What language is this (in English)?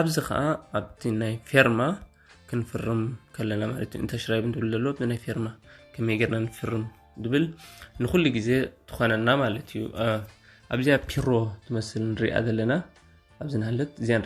Tigrinya